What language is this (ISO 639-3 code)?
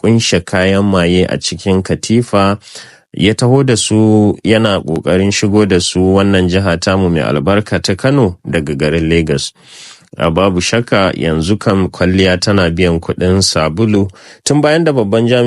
hau